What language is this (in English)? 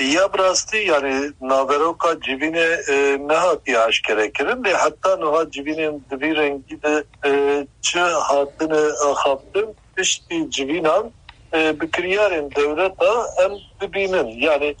Kurdish